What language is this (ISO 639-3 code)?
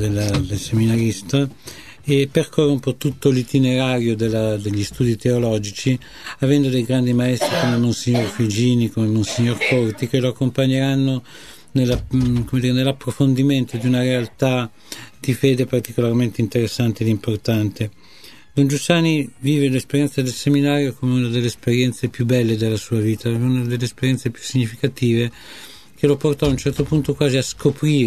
ita